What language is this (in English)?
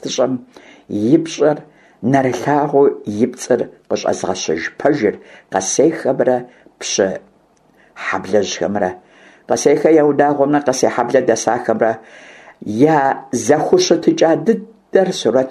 Kabardian